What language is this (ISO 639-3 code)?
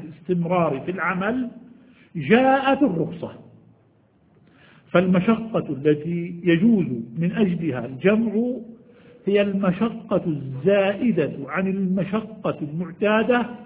ara